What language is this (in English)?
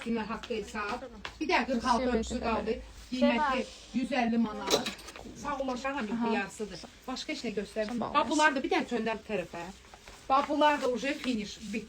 Azerbaijani